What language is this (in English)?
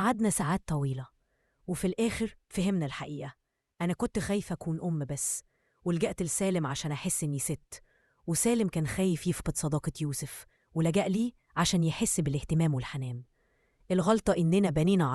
Egyptian Arabic